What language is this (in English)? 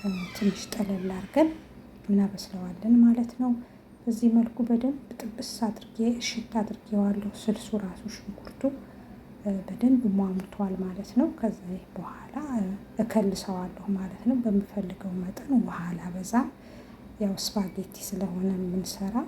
Amharic